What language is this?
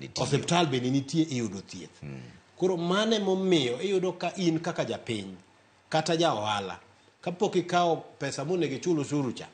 Luo (Kenya and Tanzania)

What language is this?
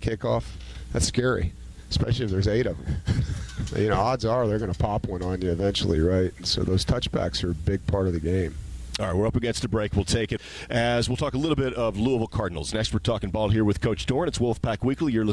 English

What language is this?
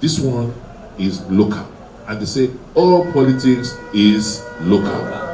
Nigerian Pidgin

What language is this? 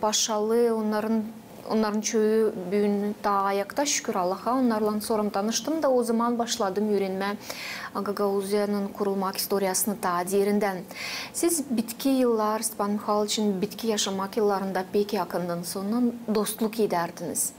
Gagauz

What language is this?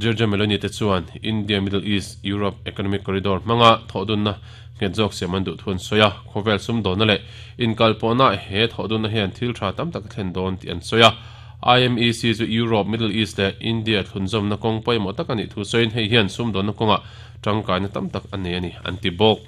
Mizo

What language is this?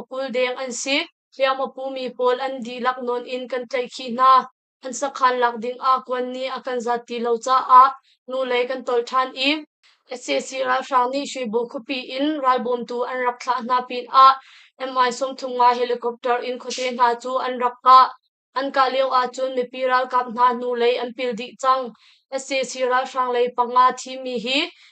Hakha Chin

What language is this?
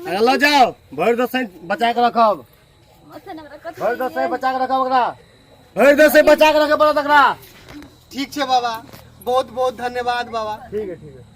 Maithili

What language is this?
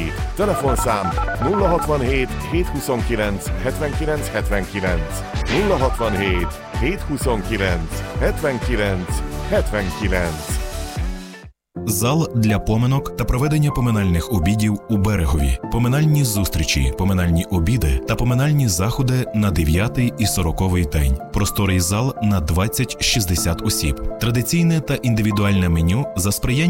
Ukrainian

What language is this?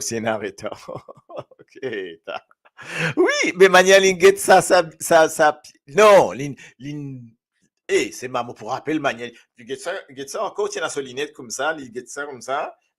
Morisyen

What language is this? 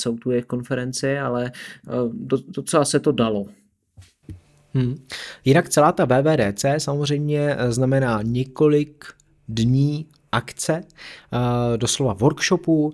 Czech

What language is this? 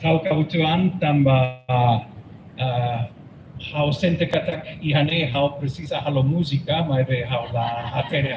Tetum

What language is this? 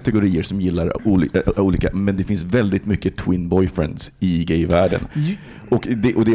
Swedish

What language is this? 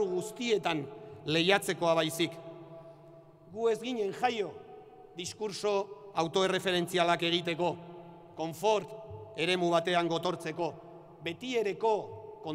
Basque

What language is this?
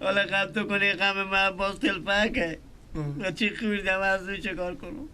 Persian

